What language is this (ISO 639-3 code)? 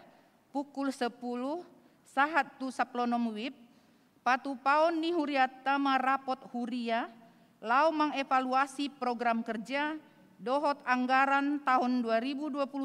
bbc